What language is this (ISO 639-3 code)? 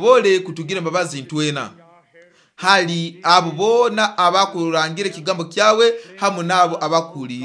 nyo